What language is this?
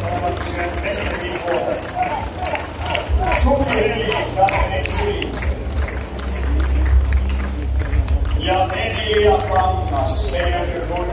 Finnish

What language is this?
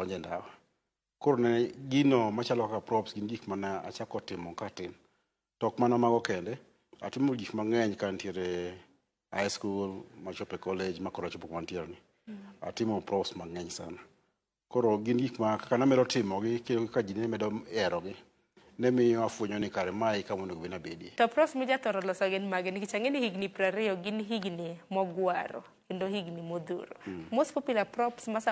Luo (Kenya and Tanzania)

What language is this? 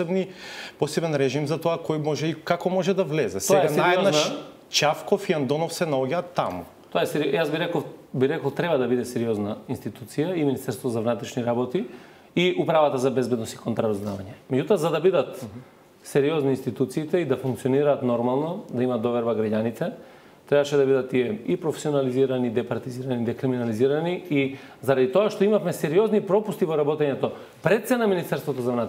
Macedonian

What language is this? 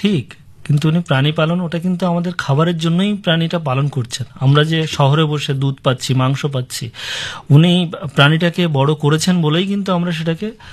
Bangla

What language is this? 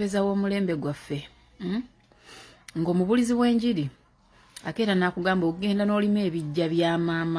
Ganda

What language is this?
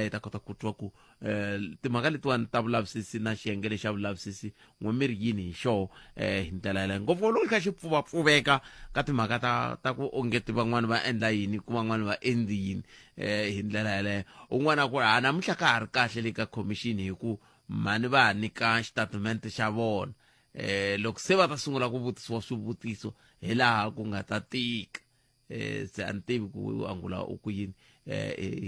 Tsonga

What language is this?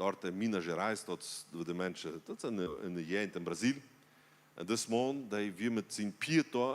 Plautdietsch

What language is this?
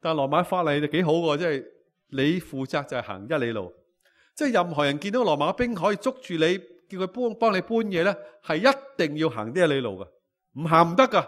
Cantonese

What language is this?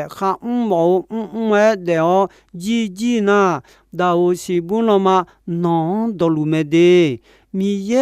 Akha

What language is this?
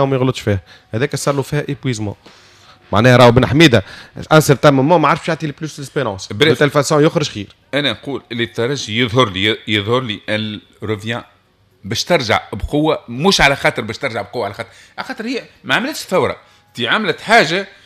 Tunisian Arabic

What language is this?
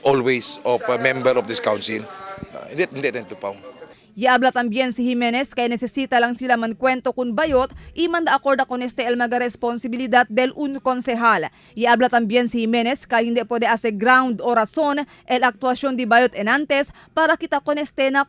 Chavacano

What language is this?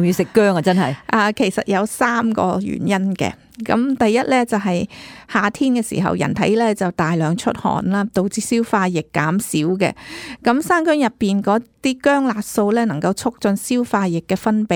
Cantonese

